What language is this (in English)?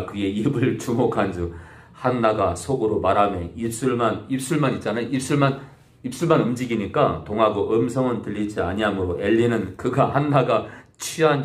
Korean